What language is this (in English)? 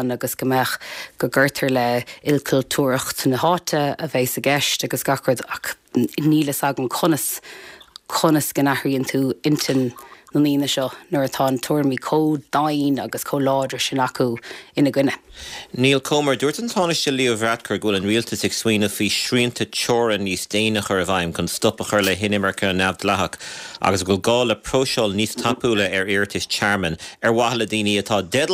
Irish